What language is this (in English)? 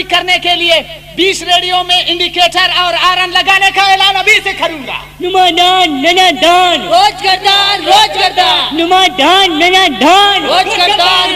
Brahui